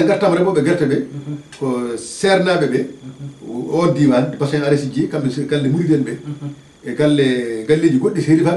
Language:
Fula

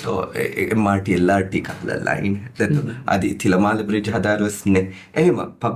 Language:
Divehi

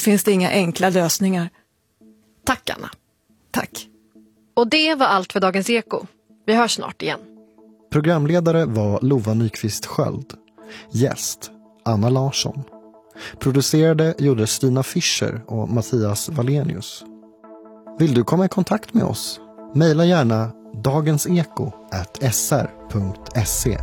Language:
Swedish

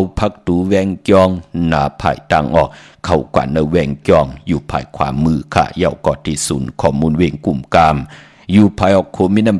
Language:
Shan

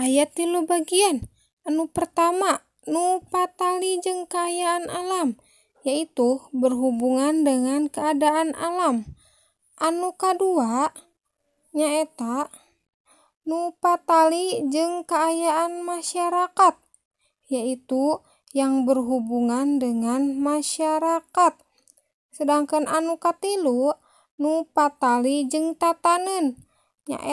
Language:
Sundanese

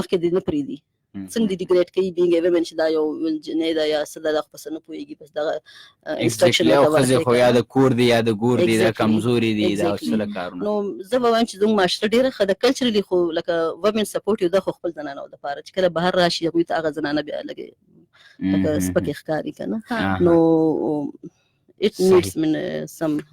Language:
Pashto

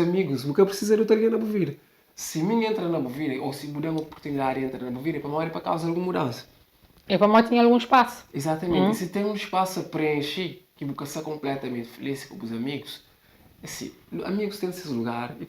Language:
Kabuverdianu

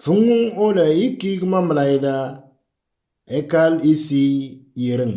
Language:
Moro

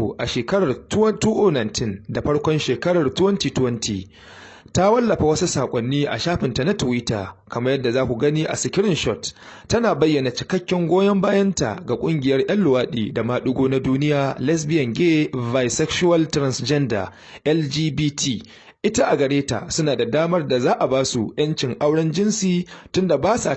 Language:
Hausa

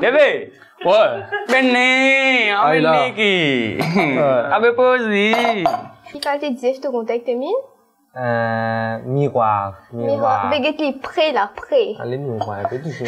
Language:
Morisyen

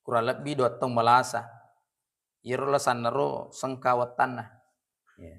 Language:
Buginese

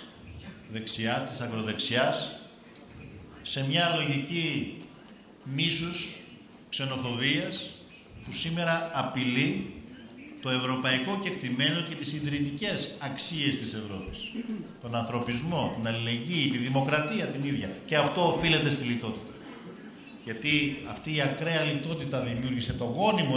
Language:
Greek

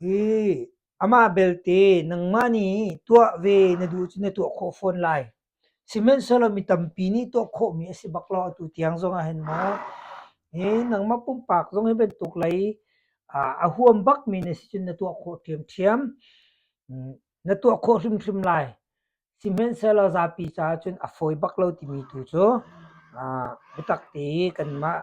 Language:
Hakha Chin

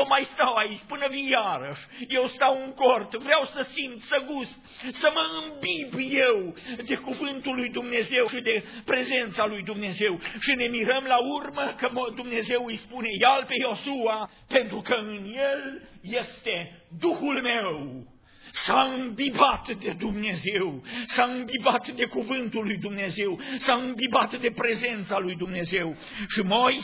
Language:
Romanian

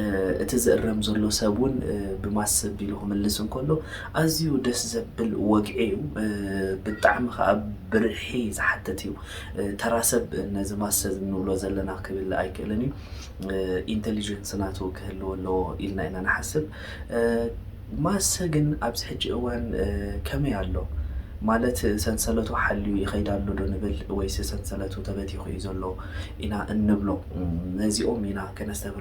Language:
Tigrinya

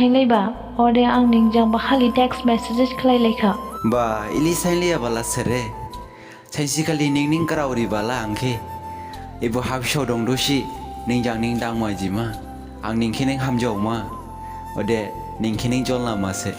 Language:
Dimasa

